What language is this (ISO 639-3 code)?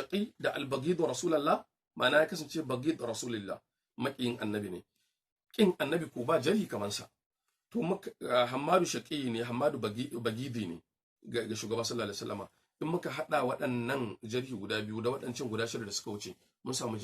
hau